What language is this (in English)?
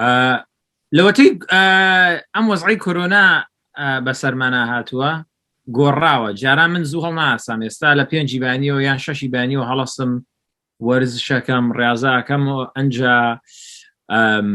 Central Kurdish